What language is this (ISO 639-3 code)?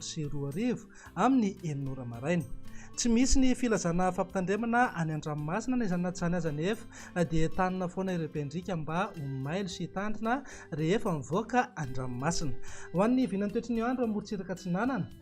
mlg